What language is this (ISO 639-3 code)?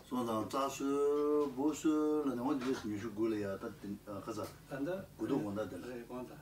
bod